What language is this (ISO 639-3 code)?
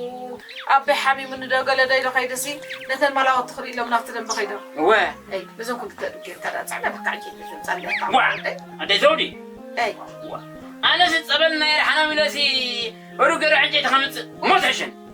tir